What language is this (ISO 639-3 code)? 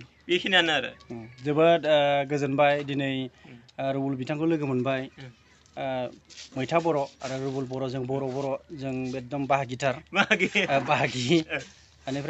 brx